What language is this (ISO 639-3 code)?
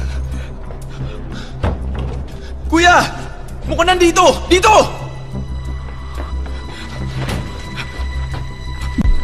fil